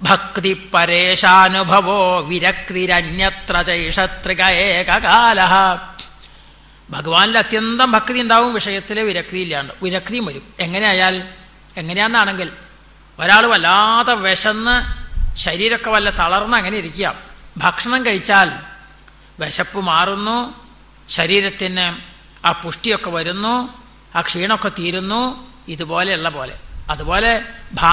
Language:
Malayalam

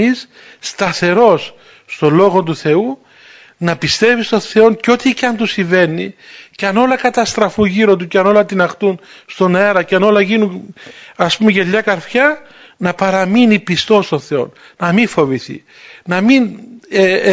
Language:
Greek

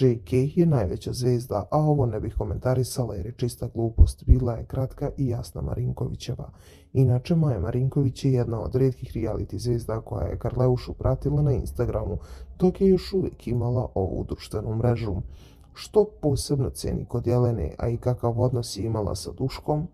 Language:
Bosnian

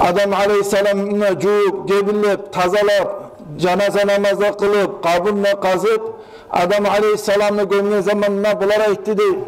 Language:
Kumyk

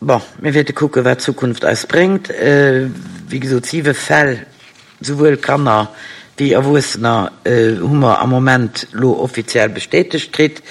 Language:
Luxembourgish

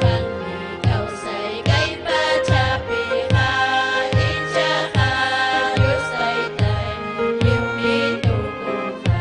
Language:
Ayacucho Quechua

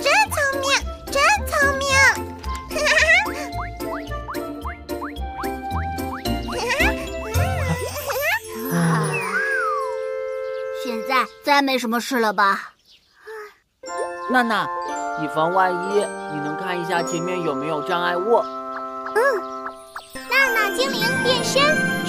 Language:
Chinese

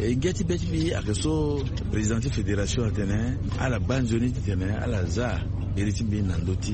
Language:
Sango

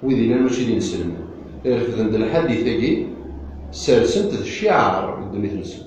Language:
Kabyle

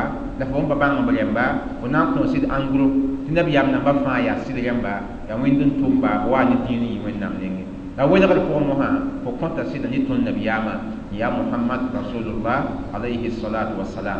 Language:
Mossi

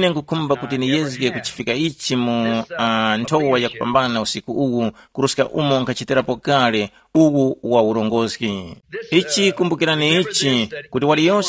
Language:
Tumbuka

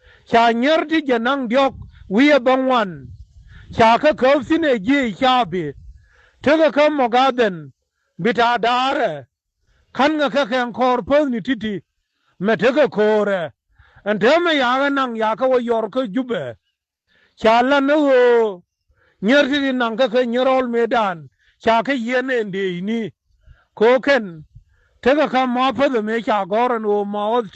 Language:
Nuer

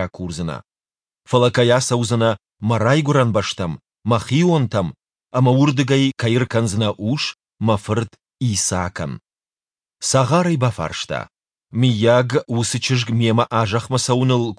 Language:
Ossetic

